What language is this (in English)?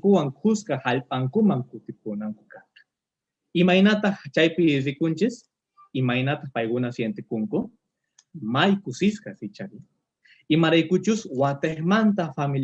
Quechua